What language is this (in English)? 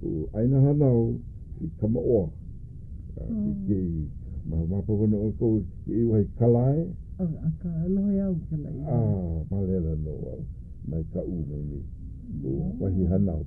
Hawaiian